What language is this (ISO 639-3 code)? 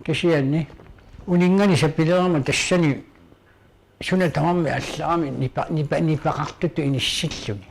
kal